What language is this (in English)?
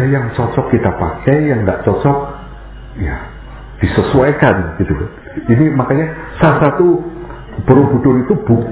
Indonesian